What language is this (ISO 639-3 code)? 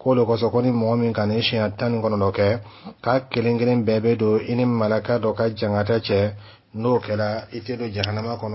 dyu